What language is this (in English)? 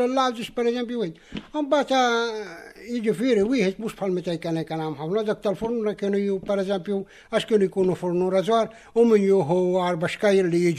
Maltese